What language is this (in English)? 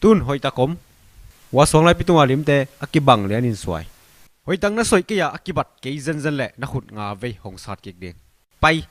Tedim Chin